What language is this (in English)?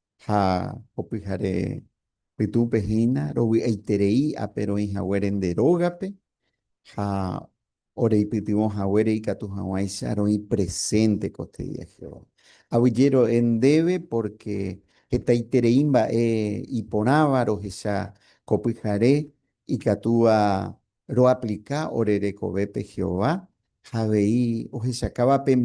Guarani